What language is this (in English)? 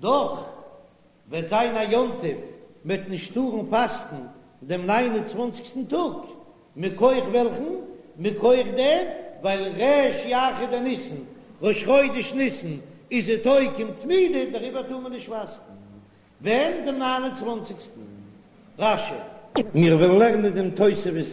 Yiddish